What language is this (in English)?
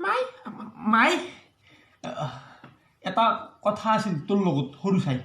Assamese